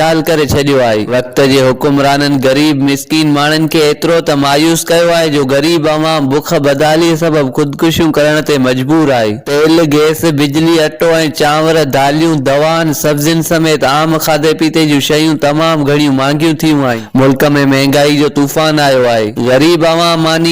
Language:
Sindhi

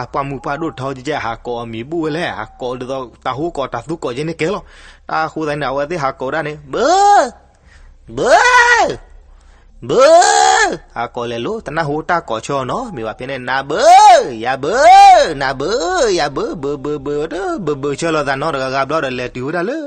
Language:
S'gaw Karen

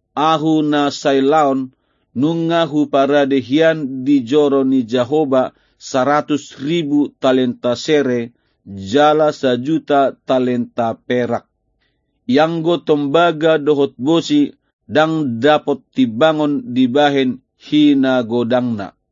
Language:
Batak Toba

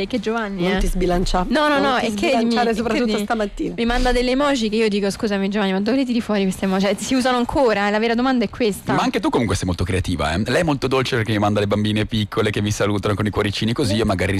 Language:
Italian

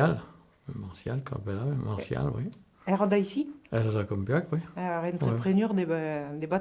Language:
Occitan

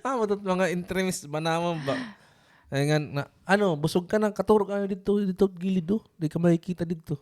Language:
Waray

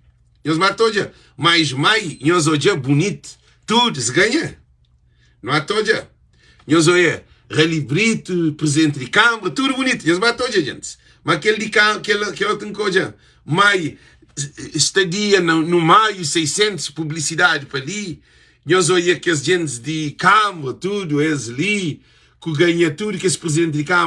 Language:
Kabuverdianu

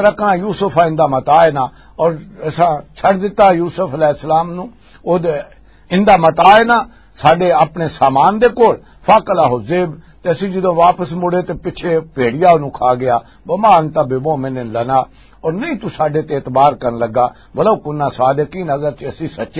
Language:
Western Panjabi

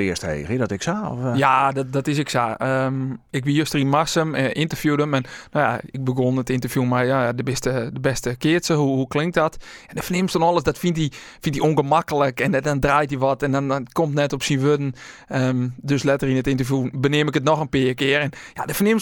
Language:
Western Frisian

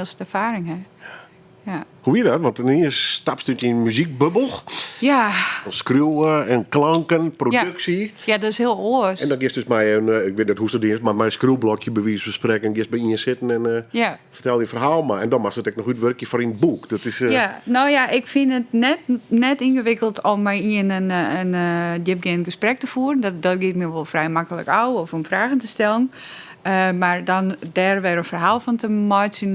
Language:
Western Frisian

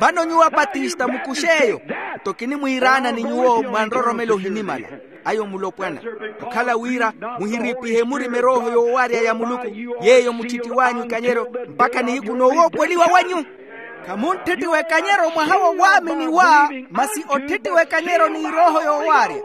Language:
Makhuwa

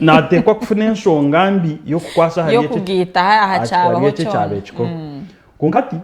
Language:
Nyankole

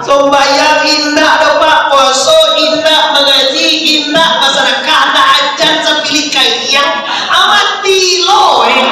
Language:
Minangkabau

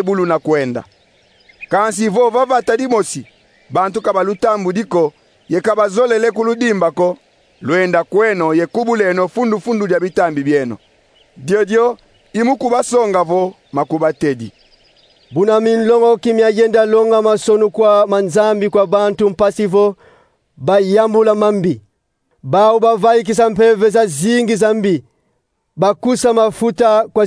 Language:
Kongo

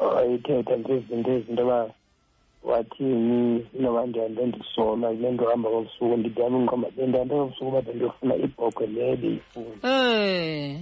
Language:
Xhosa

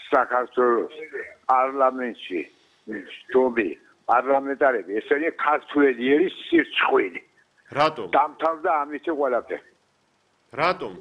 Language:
Georgian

